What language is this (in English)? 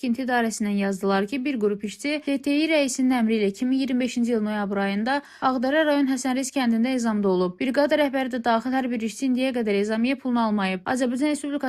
Azerbaijani